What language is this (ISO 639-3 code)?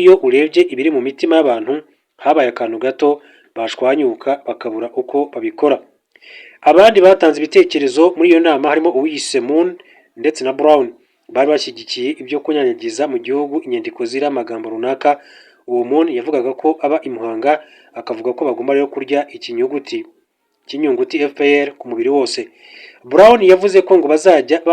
kin